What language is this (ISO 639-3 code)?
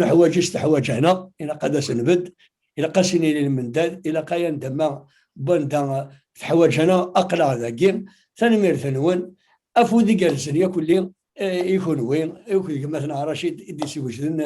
kab